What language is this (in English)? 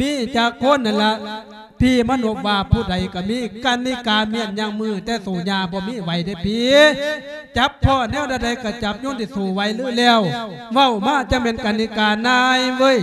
Lao